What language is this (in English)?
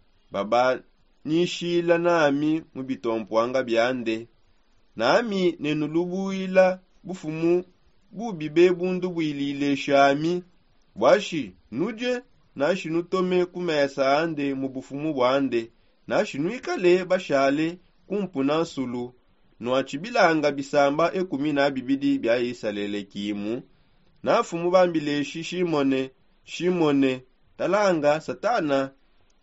Songe